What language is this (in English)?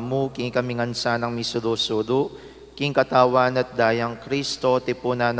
Pampanga